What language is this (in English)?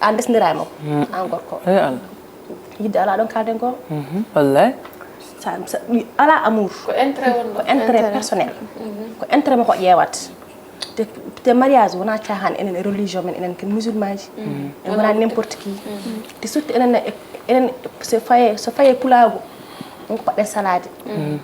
Fula